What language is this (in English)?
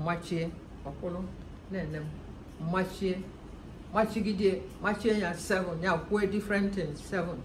Igbo